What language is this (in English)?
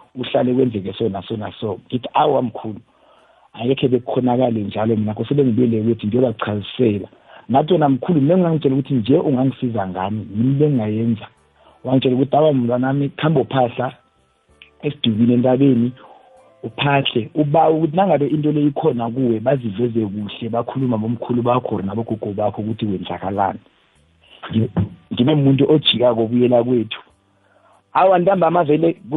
South Ndebele